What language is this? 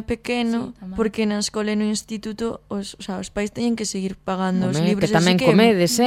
Galician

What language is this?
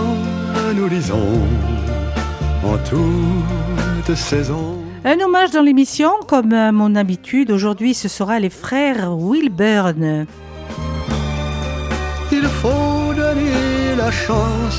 French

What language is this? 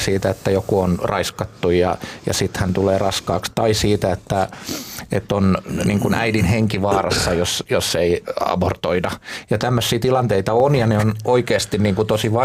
Finnish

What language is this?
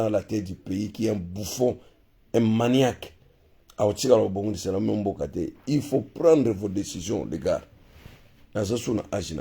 Lingala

